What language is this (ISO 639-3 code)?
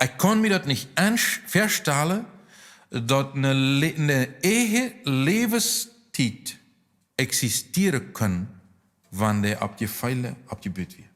pdt